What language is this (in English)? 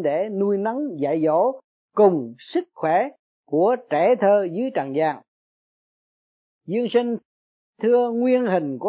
Vietnamese